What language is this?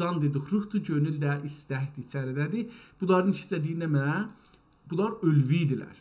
South Azerbaijani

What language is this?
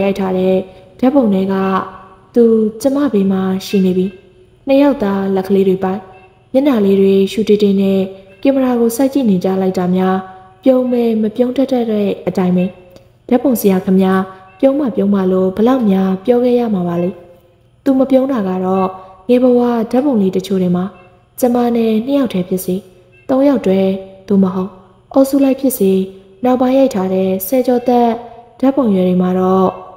Burmese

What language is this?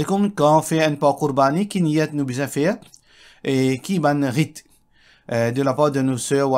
Morisyen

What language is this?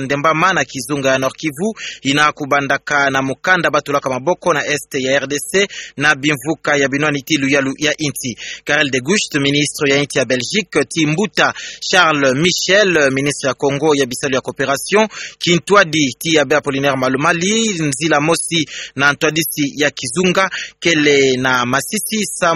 Kituba (Democratic Republic of Congo)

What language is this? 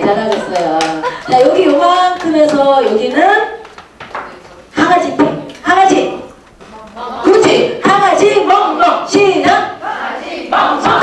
Korean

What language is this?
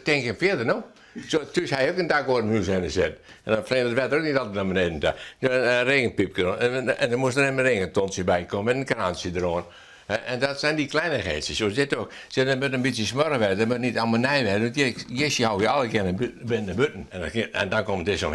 Western Frisian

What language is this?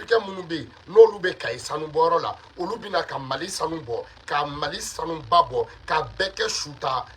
Bambara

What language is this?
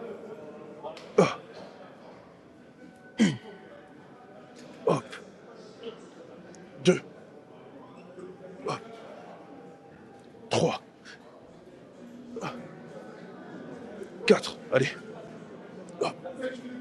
French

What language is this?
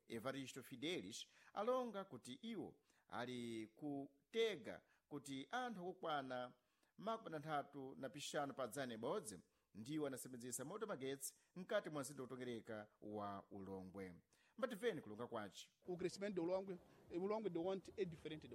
Sena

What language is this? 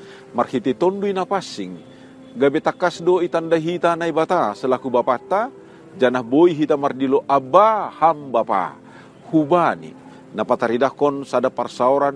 Batak Simalungun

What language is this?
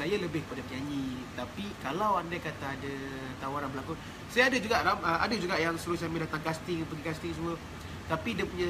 Malay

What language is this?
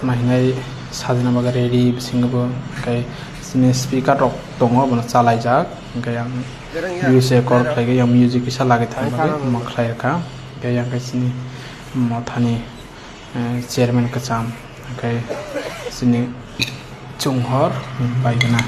Kok Borok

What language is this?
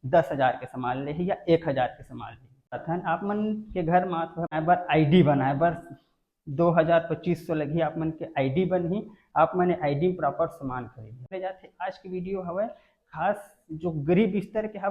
Chhattisgarhi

